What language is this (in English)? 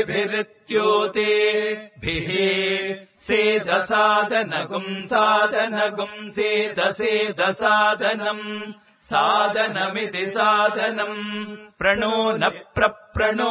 Sanskrit